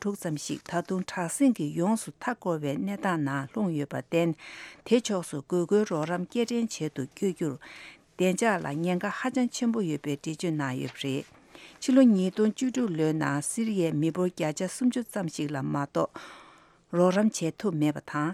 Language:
Tibetan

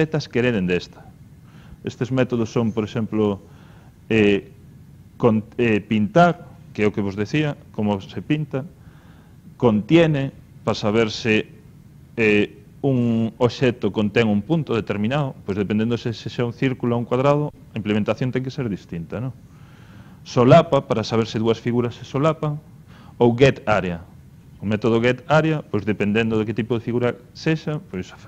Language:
Galician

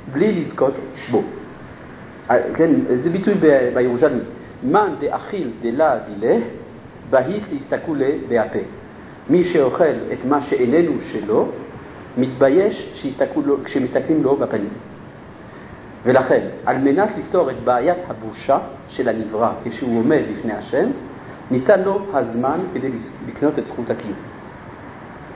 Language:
Hebrew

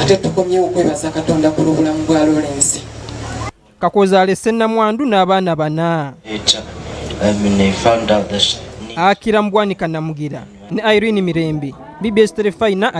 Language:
Ganda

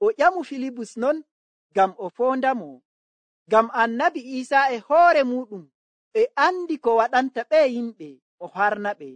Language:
Nigerian Fulfulde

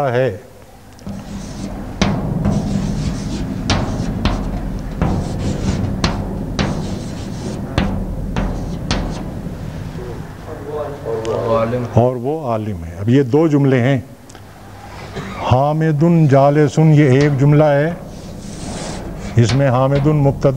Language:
Urdu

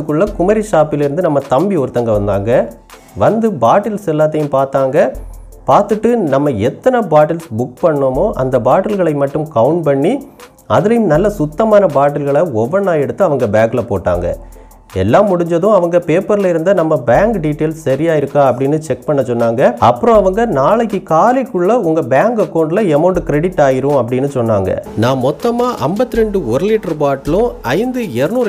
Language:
Tamil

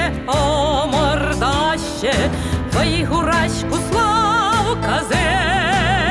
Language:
Chuvash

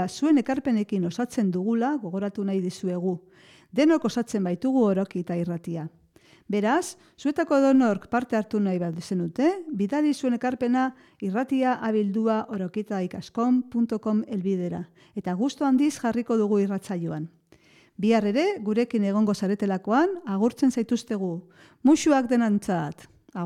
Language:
Basque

